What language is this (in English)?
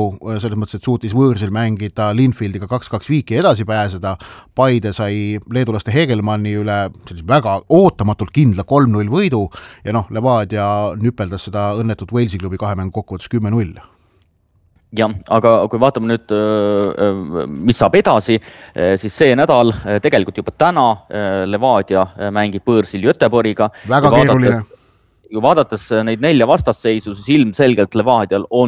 Estonian